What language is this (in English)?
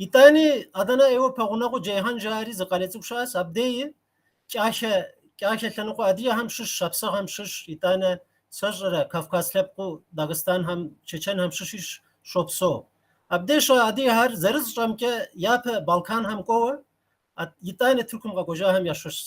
Kabardian